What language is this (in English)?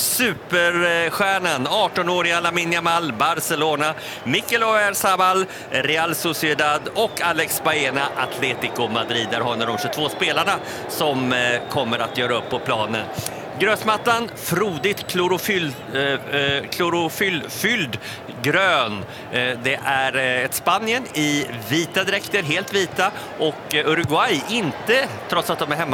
Swedish